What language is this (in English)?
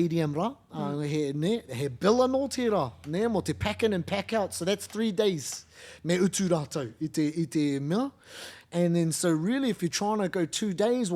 Māori